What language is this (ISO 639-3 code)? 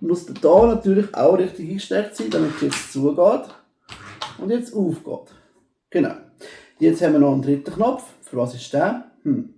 gsw